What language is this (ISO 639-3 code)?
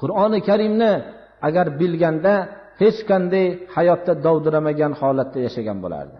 uzb